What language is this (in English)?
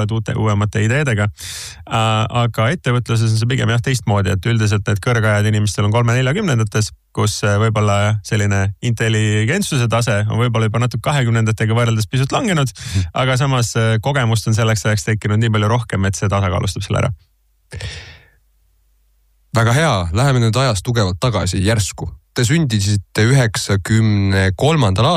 Estonian